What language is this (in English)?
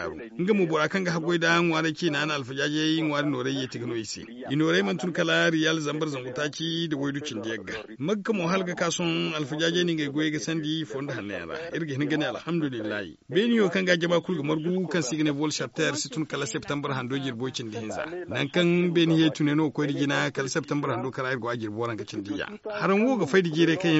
Zarma